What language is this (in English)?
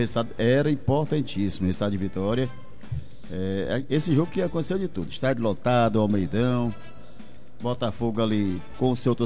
Portuguese